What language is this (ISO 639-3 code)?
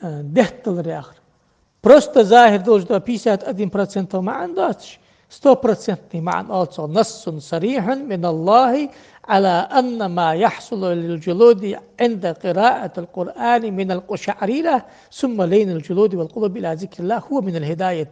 inh